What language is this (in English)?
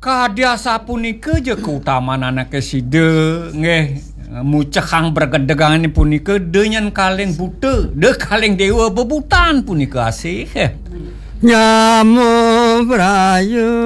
Balinese